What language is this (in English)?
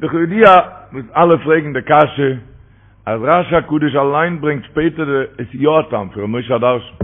Yiddish